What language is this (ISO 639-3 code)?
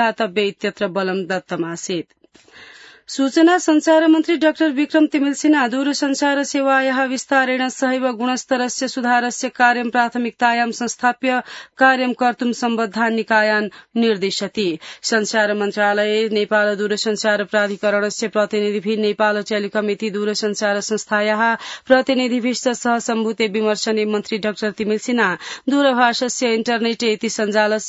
san